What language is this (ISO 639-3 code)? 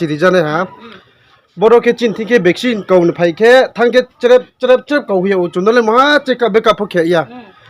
ria